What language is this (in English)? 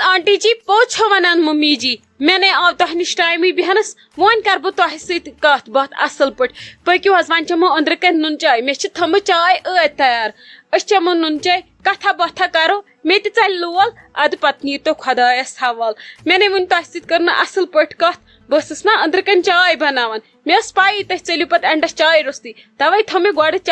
Kashmiri